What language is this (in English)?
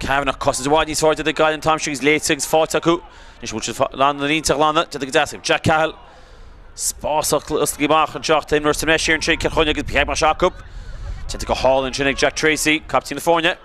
Irish